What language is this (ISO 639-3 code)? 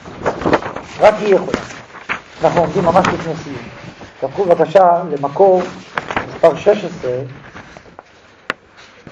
heb